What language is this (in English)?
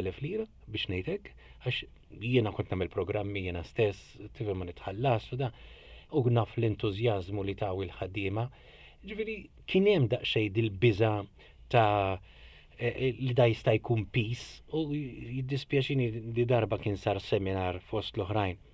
Maltese